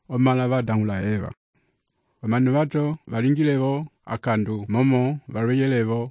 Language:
Umbundu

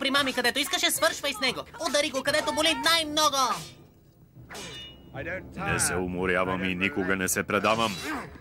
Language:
Bulgarian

